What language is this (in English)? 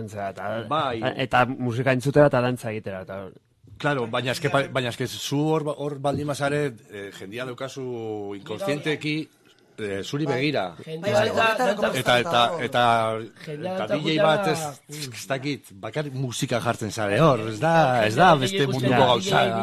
Basque